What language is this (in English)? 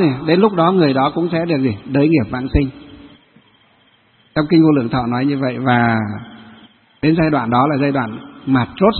Vietnamese